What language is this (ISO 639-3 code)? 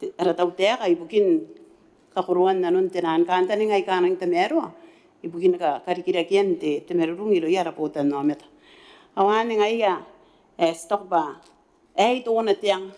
gil